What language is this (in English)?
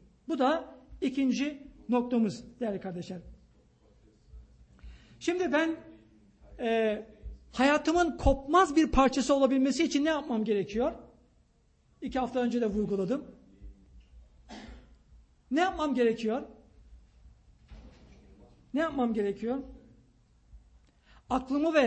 Turkish